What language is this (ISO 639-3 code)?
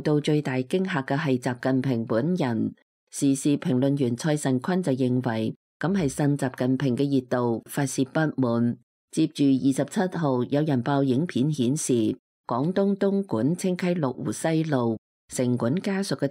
yue